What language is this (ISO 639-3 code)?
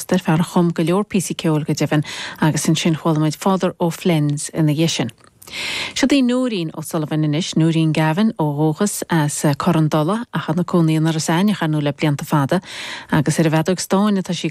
gle